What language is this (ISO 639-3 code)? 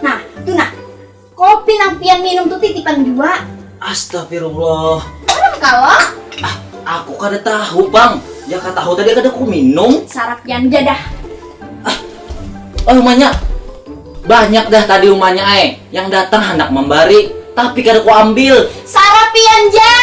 bjn